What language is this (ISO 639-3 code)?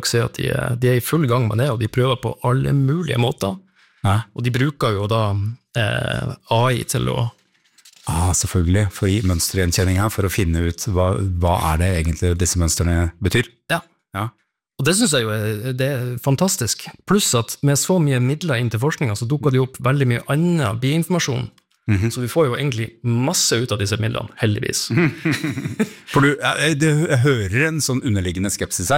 nor